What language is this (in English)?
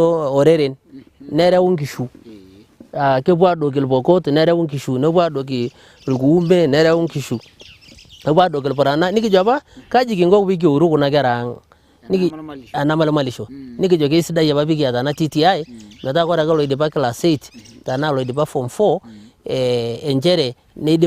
Masai